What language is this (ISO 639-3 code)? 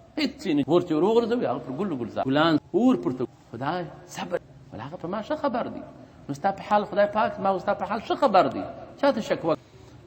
pus